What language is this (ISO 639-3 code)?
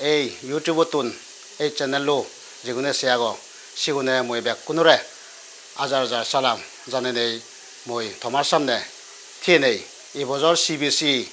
ccp